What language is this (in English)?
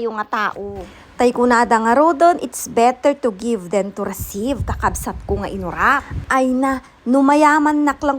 Iloko